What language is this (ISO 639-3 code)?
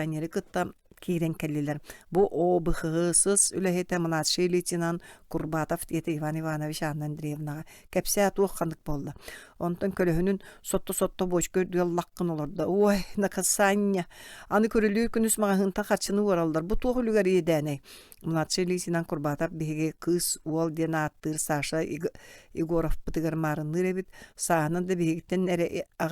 sah